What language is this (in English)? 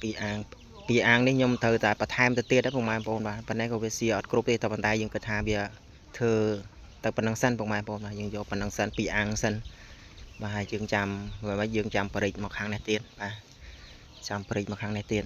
Khmer